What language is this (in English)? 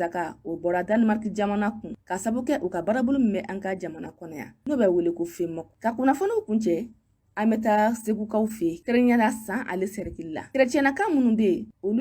Bambara